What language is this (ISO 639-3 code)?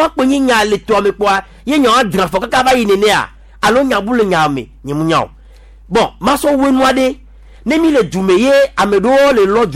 gej